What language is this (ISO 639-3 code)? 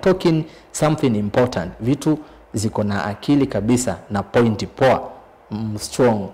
kam